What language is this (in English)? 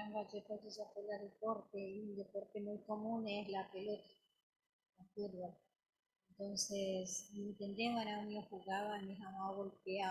Guarani